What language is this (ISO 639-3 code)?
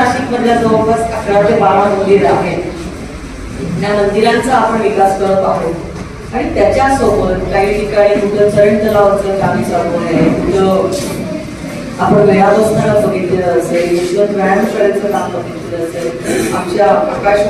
mar